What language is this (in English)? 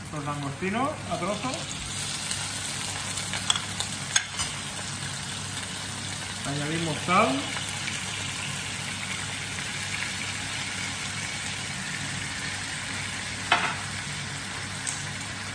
Spanish